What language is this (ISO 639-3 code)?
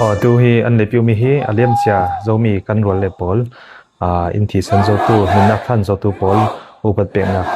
cfm